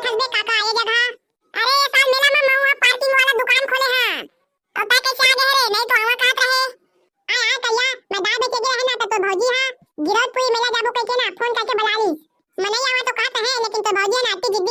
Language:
Chhattisgarhi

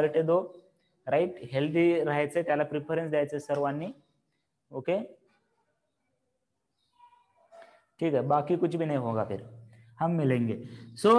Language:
Marathi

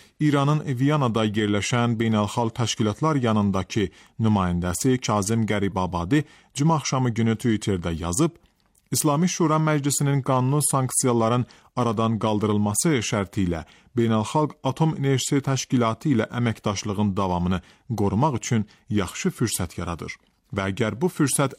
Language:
Azerbaijani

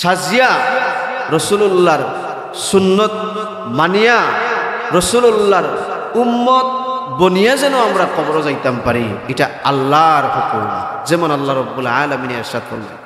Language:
Sylheti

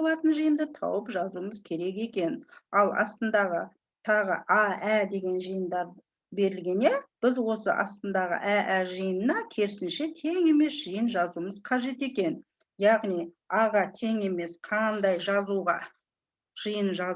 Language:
Kazakh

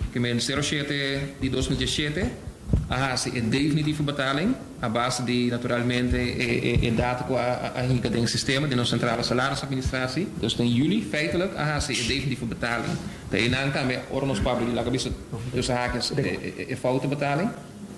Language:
Papiamento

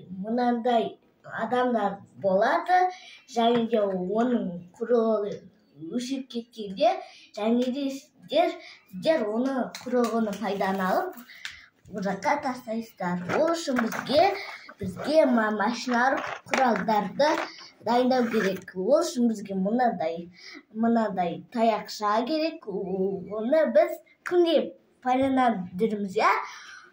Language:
Kazakh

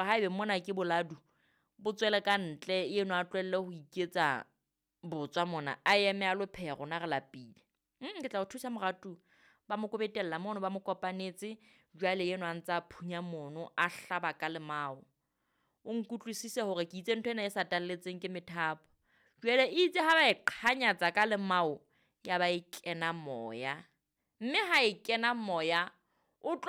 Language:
Southern Sotho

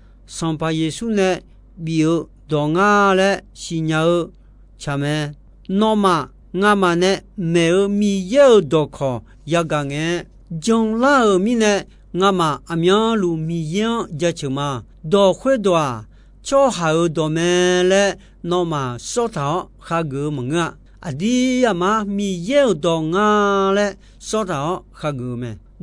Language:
Akha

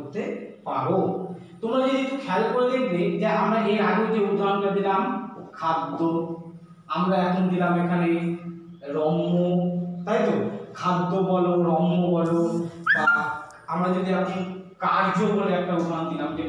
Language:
Bangla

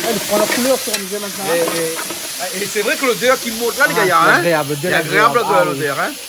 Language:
Réunion Creole French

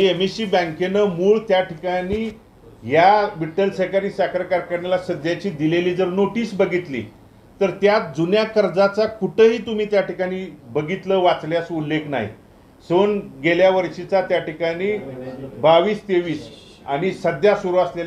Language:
Marathi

